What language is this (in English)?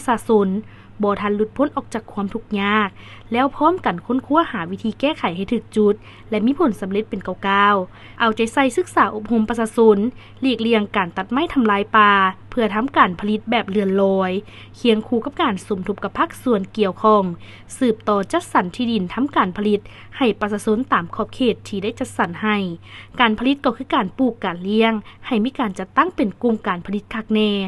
Lao